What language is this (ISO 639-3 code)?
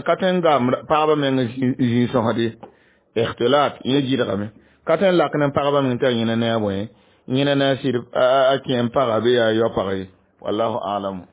mos